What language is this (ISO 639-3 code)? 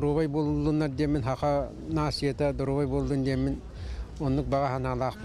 sah